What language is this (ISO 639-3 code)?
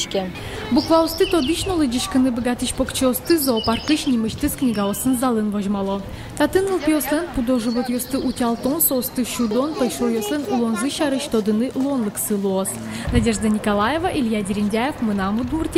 udm